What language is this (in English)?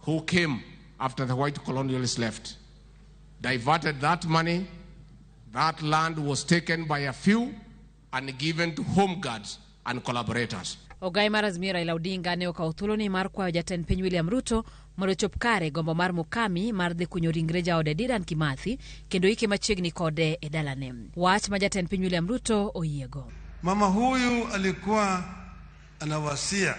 Luo (Kenya and Tanzania)